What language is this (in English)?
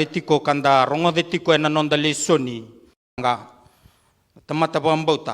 Fijian